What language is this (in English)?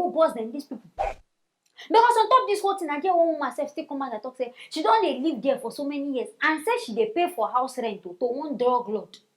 Nigerian Pidgin